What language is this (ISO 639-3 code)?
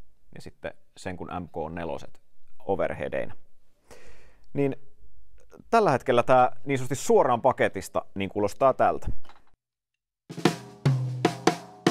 fin